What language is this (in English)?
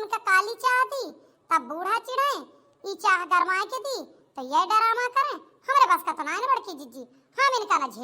Awadhi